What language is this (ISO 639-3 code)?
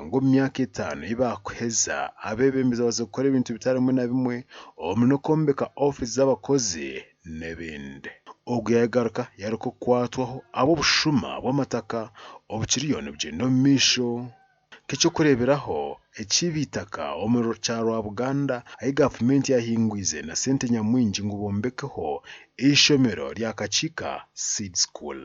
nyn